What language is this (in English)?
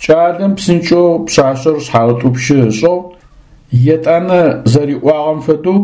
Adyghe